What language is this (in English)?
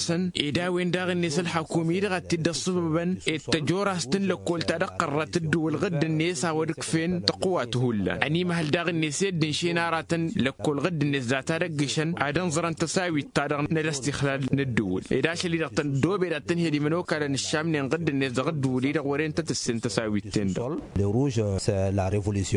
Tamasheq